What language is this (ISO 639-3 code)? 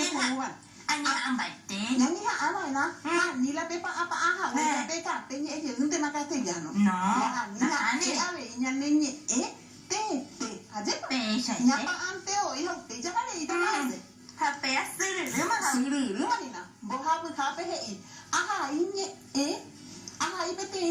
grn